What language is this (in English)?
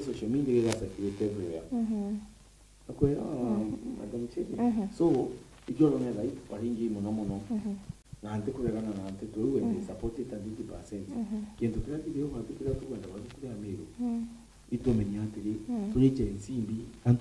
Meru